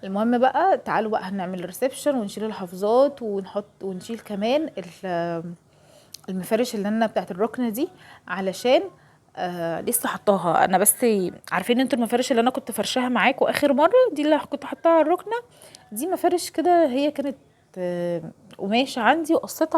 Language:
Egyptian Arabic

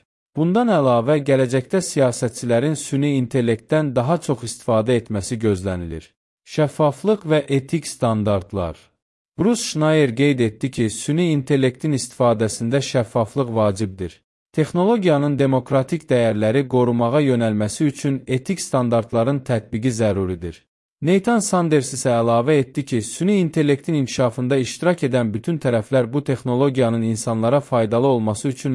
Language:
Azerbaijani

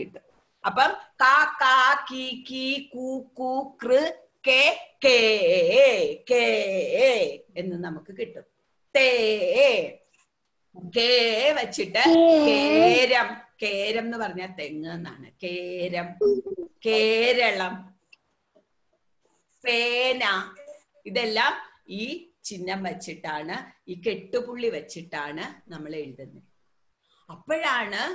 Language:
Malayalam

